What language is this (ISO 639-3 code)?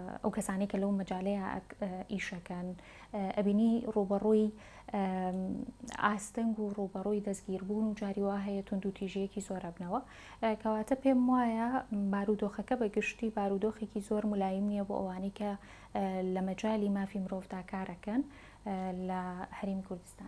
ckb